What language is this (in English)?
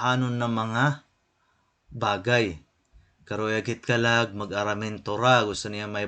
Waray